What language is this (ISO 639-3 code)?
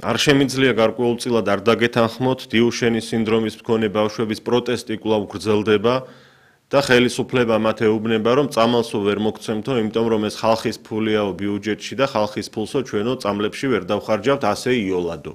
kat